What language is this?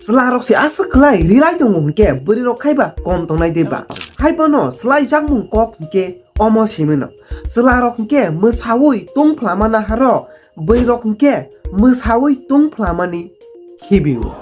Kok Borok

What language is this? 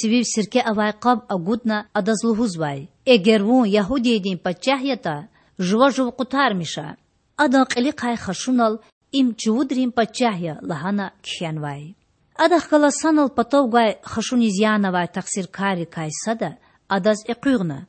Lezghian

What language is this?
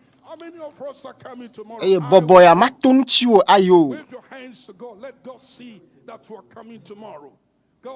Ewe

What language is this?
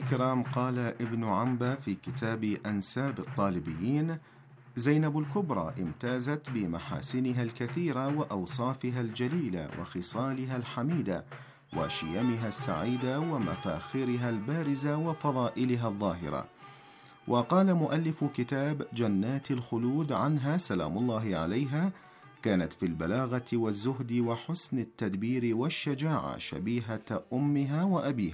Arabic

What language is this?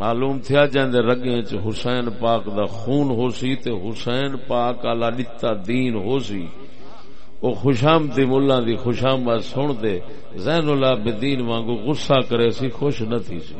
Saraiki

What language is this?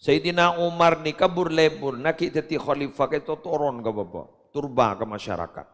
Madurese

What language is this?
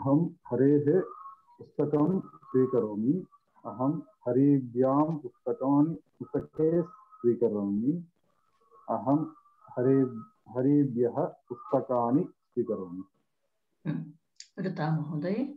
Sanskrit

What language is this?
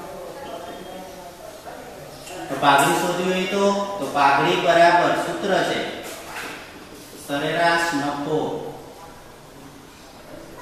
Gujarati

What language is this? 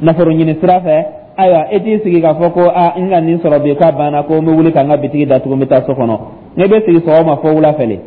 Dyula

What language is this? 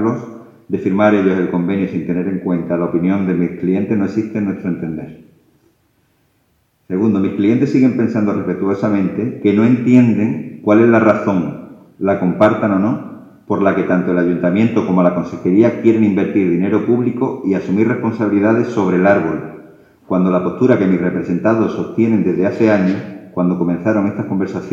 Spanish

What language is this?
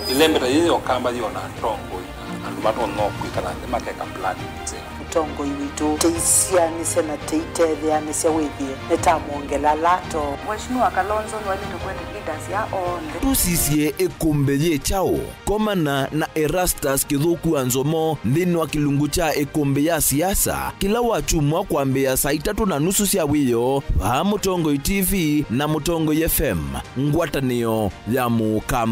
Kamba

